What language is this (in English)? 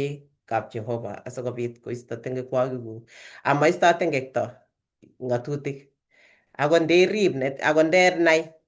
Kalenjin